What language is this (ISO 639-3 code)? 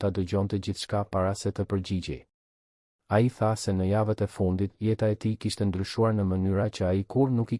sqi